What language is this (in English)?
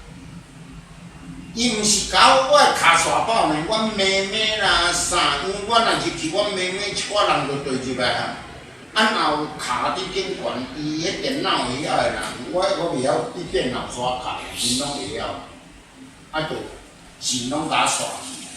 Min Nan Chinese